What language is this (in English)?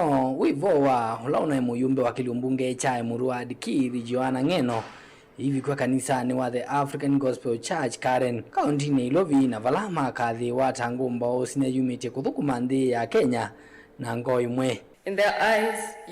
Kamba